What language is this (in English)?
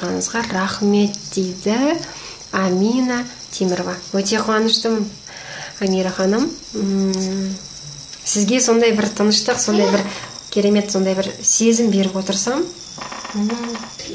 Kazakh